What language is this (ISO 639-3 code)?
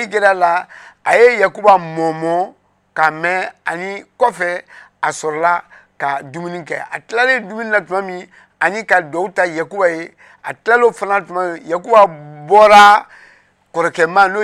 bam